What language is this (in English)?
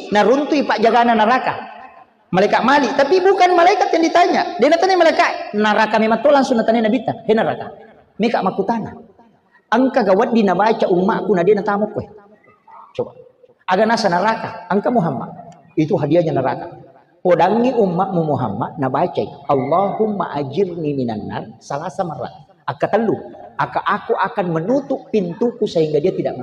Buginese